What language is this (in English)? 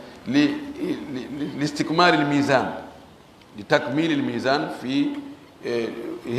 Fula